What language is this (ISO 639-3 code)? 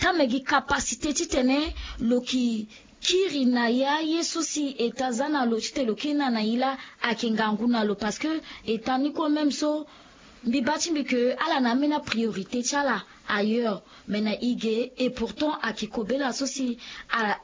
sag